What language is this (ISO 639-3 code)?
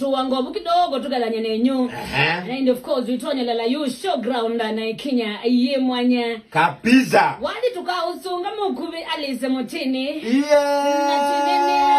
kam